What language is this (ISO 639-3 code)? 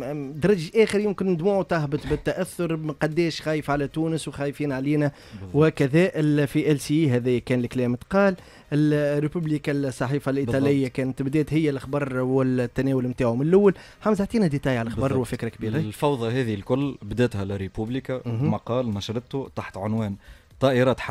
aeb